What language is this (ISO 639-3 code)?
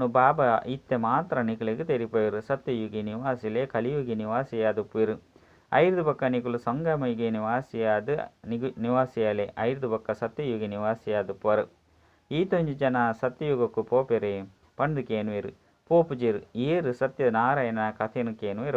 tcy